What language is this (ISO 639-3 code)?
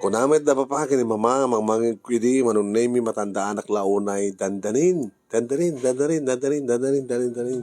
ilo